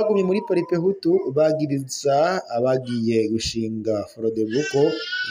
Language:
Rundi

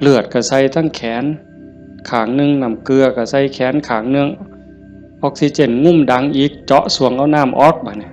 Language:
Northeastern Thai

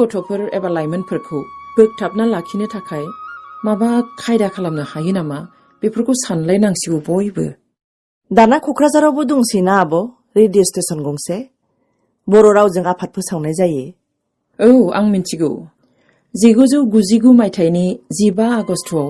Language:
Bodo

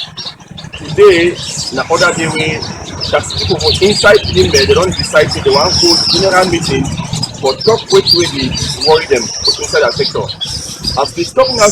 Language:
Cameroon Pidgin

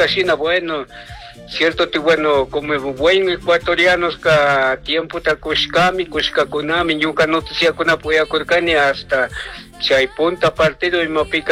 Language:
Chimborazo Highland Quichua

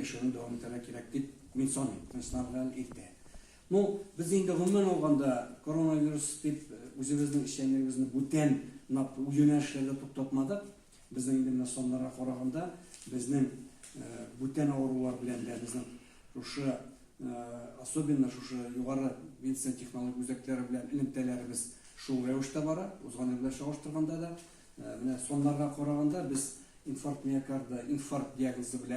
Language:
Tatar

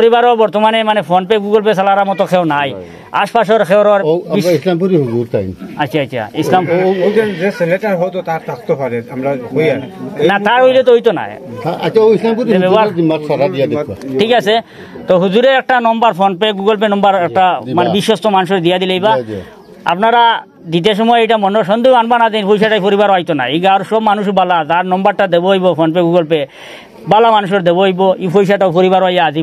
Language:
Sylheti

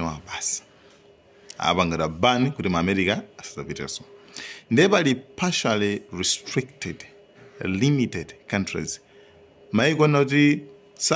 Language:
Nyanja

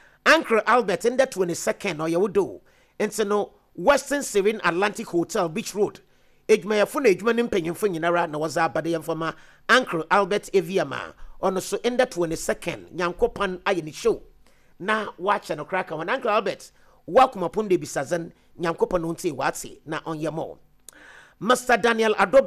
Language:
Akan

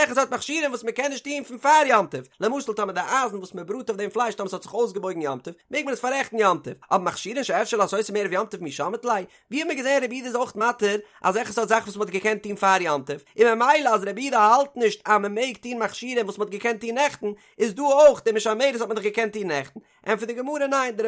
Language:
Yiddish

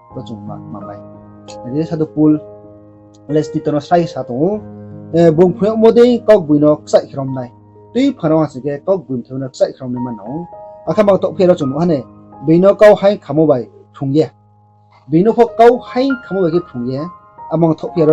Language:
Riang (India)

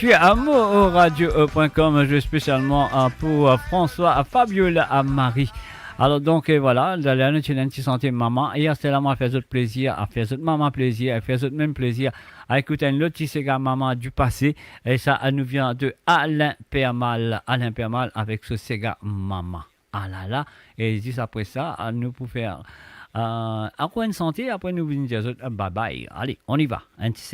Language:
Morisyen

